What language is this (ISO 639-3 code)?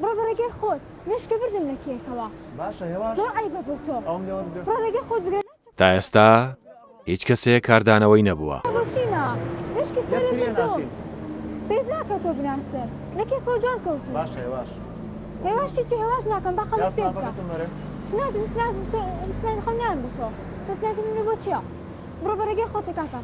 ckb